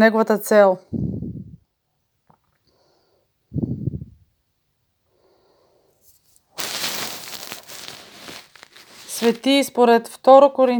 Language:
Bulgarian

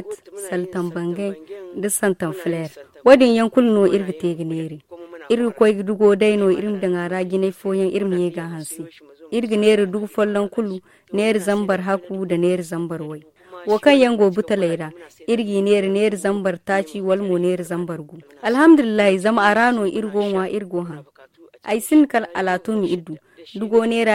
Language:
Zarma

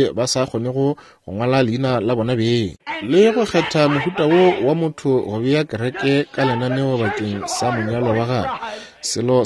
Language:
Northern Sotho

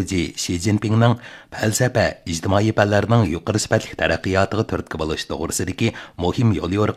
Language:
Uyghur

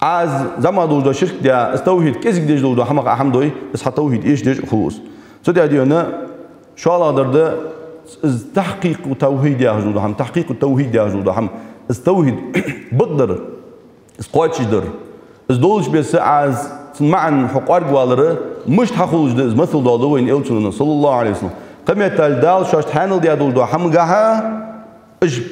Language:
Ingush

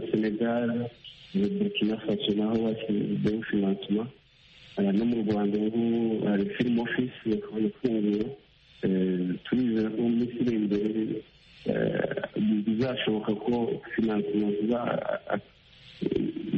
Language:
Kinyarwanda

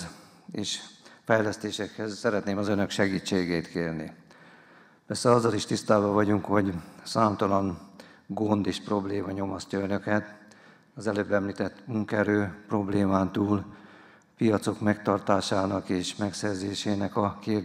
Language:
Hungarian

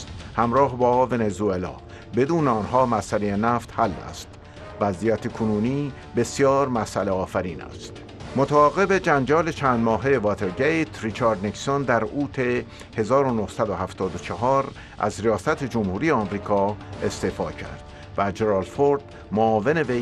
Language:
Persian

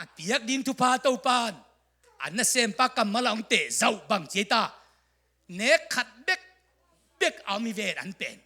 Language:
Tedim Chin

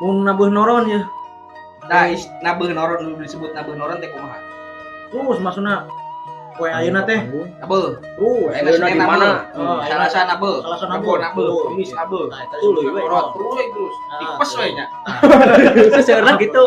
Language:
Sundanese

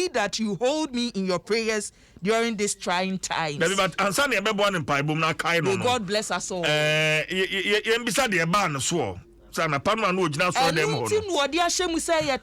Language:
Akan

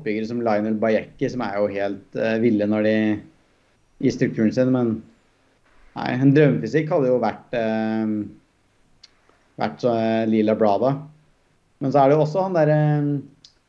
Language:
Norwegian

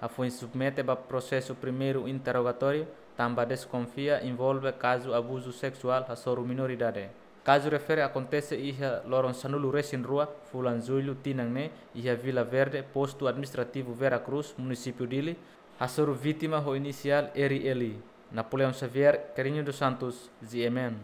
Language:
Tetum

